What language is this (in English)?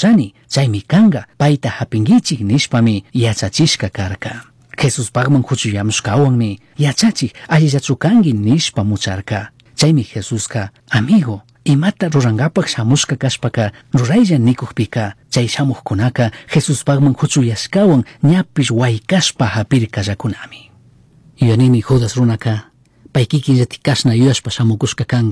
Chimborazo Highland Quichua